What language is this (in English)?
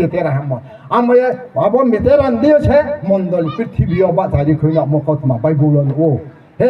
Riang (India)